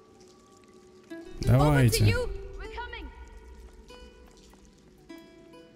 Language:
English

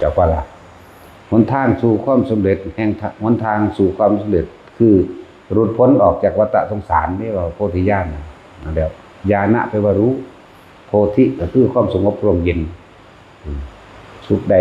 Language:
Northeastern Thai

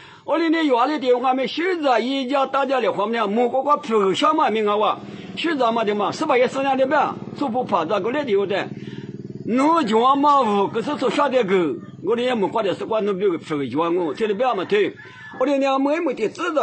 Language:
Lisu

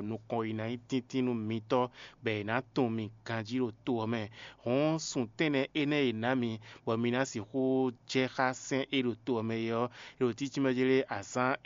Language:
Fon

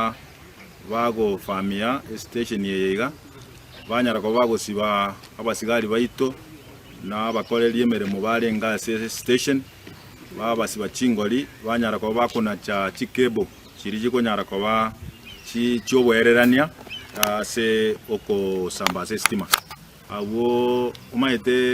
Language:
Gusii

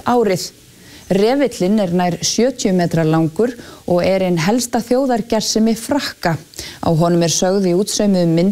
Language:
Icelandic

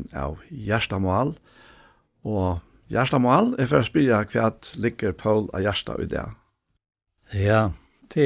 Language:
Faroese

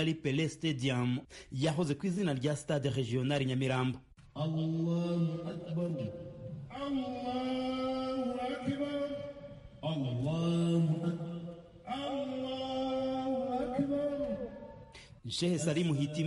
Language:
Kinyarwanda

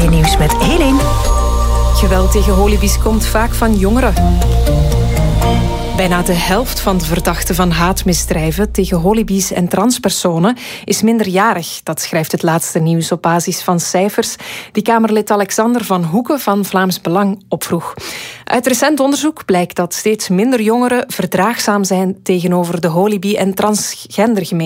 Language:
Dutch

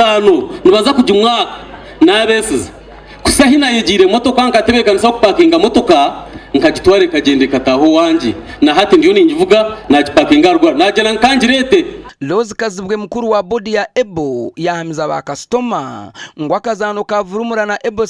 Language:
Nyankole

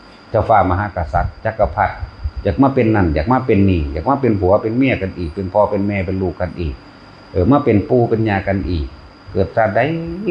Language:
Northeastern Thai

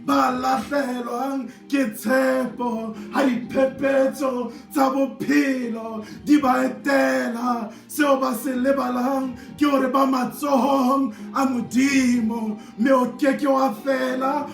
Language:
Southern Sotho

